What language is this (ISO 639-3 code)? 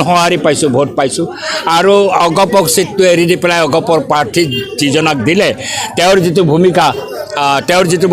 asm